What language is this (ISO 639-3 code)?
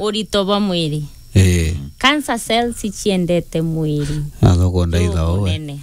mer